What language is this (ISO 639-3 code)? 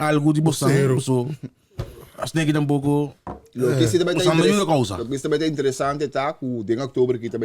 pap